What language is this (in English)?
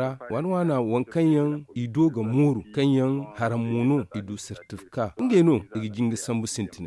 Zarma